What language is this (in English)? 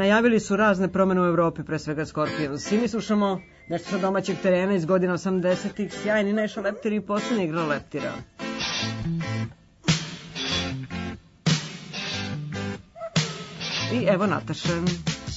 Serbian